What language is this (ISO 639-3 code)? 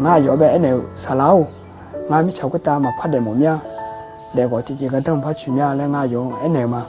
ahk